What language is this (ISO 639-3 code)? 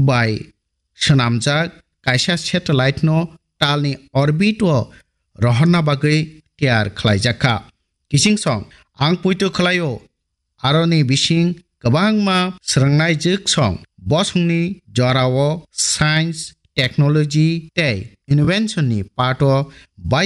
trp